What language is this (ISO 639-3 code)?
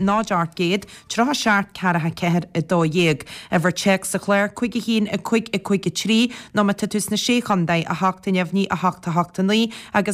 gle